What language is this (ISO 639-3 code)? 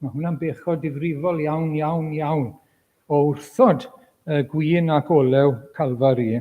cym